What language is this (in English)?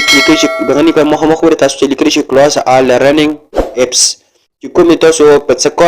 Pashto